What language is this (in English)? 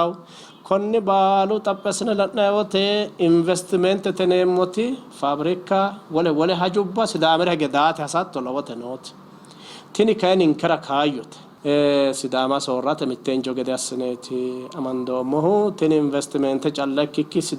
Sidamo